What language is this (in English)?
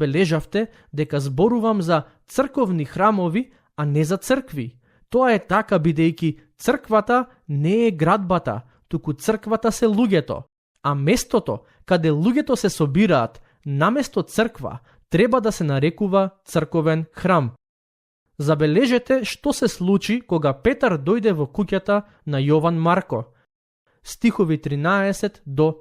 Macedonian